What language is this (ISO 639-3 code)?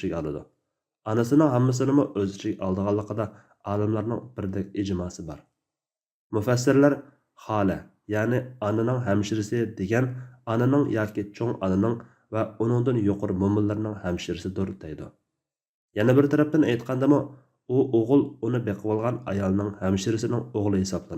uig